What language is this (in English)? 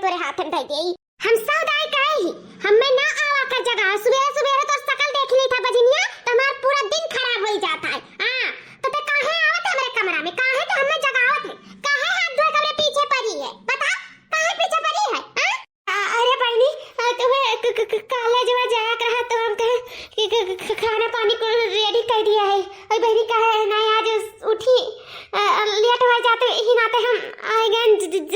Awadhi